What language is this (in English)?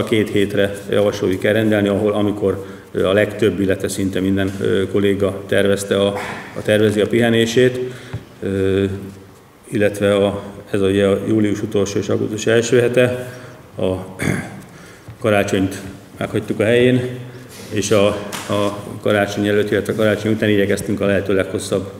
Hungarian